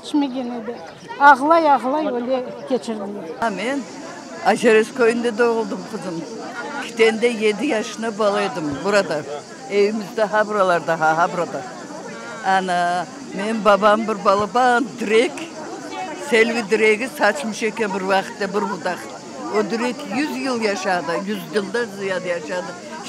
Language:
Crimean Tatar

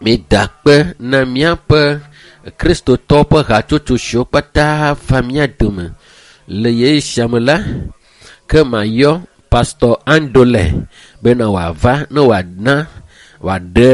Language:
Ewe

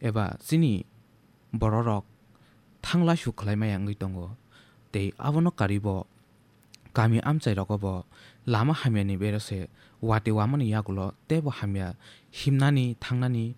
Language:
Kok Borok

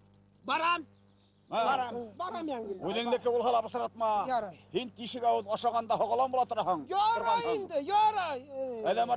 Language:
Bashkir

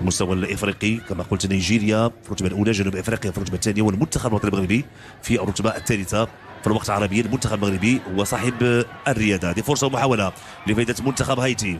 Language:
Moroccan Arabic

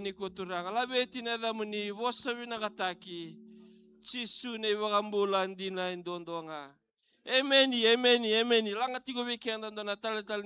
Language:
Fijian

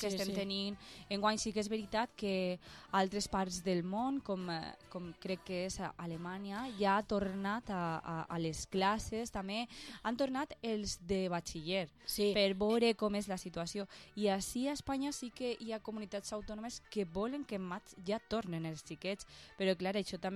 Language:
Catalan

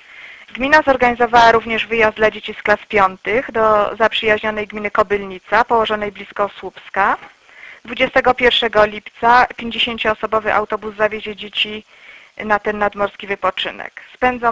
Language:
Polish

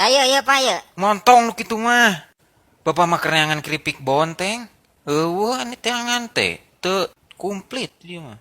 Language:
Sundanese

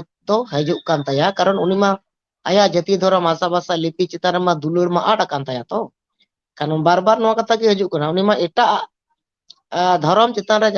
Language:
Santali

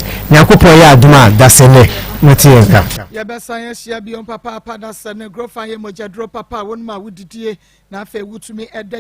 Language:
Akan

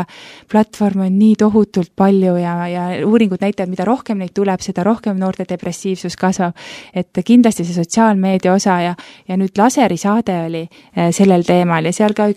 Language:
Estonian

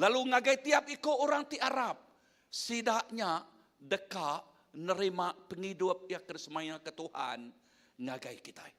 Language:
Iban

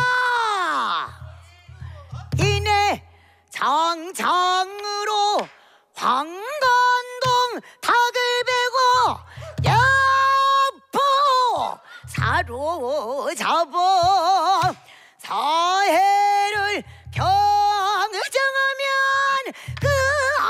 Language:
Korean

